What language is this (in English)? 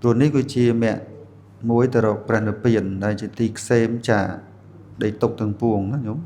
Khmer